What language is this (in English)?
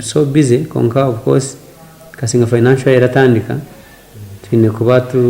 Nyankole